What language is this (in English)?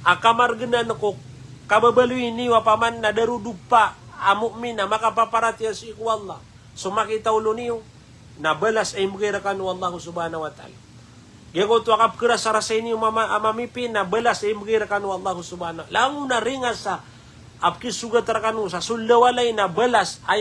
Maranao